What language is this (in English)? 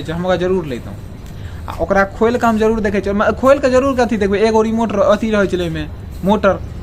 Maithili